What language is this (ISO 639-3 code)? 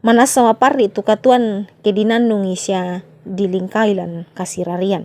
sda